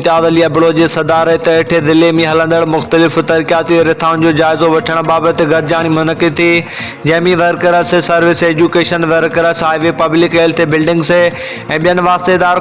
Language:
Sindhi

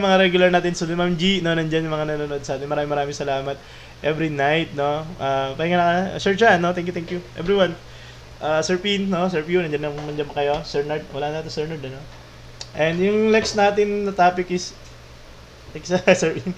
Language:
Filipino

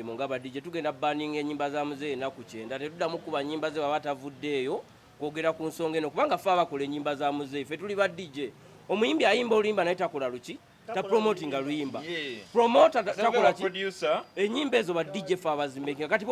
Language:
Ganda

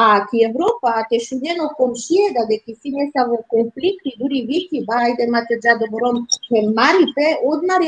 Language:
Balkan Romani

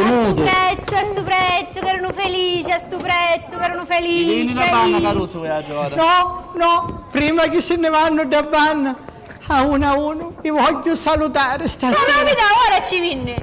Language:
Sicilian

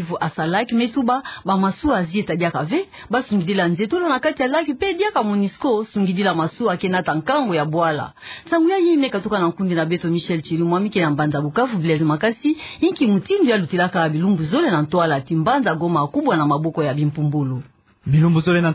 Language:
Kituba (Democratic Republic of Congo)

